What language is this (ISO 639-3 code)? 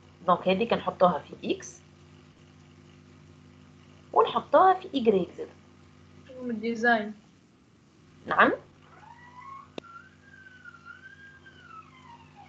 aeb